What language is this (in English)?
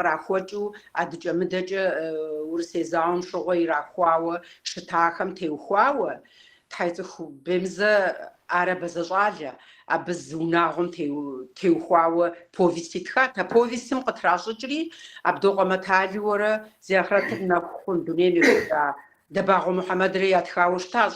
Kabardian